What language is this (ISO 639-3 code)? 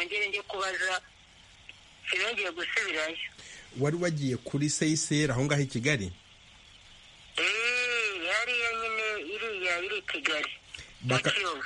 kin